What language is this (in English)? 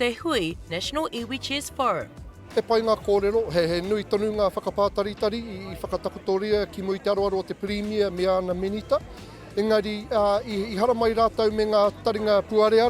Māori